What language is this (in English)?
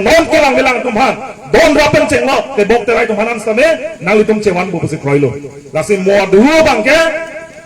Karbi